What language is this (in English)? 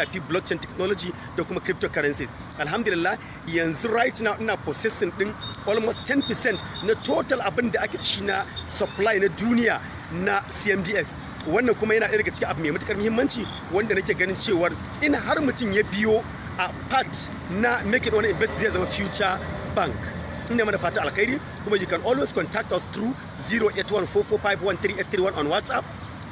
Hausa